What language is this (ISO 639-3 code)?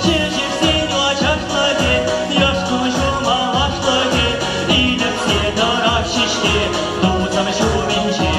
chv